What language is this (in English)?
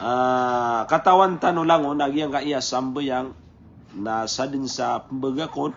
Maranao